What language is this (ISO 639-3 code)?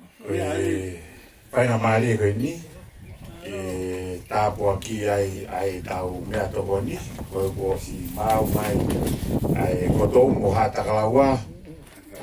ton